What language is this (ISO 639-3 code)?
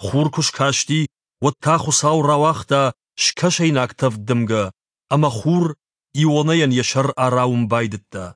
oss